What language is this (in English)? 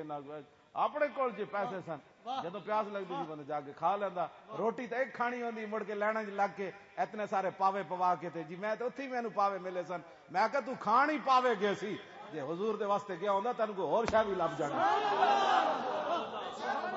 Western Panjabi